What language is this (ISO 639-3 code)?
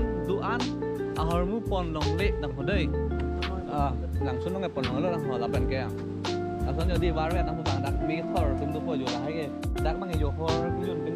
mjw